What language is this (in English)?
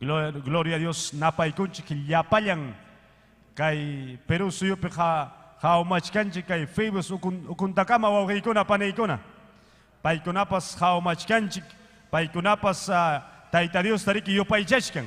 Ayacucho Quechua